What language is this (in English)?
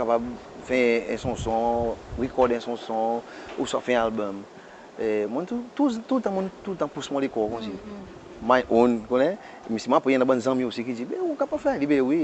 Seselwa Creole French